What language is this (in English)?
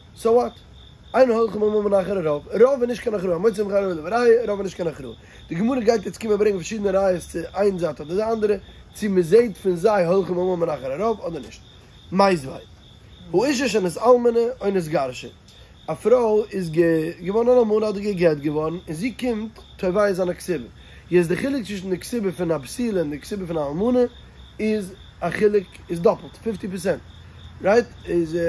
Yiddish